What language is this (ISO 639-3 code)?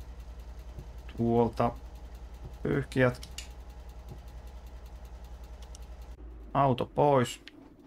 fin